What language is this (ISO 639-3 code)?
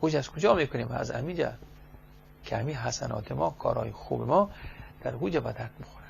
fas